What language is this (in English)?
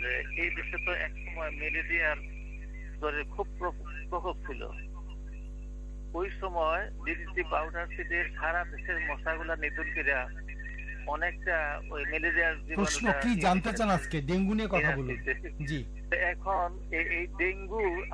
Bangla